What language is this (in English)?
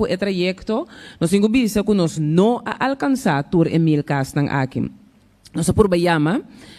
Papiamento